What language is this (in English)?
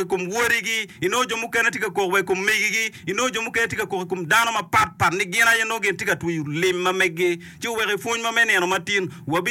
Acoli